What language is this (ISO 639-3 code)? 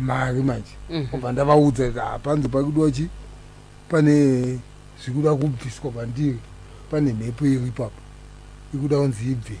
sna